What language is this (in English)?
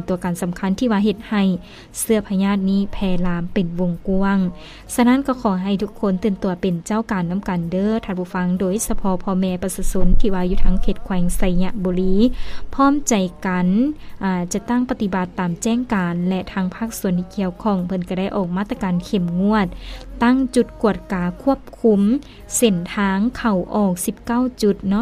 Lao